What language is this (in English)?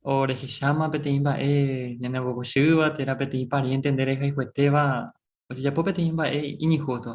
Guarani